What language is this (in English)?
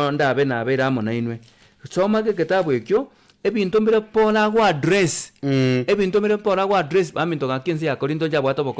Gusii